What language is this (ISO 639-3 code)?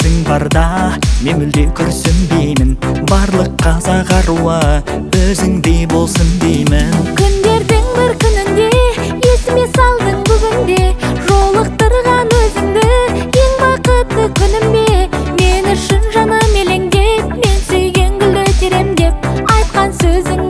kaz